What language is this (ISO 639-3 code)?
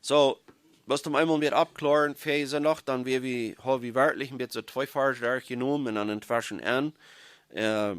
pdt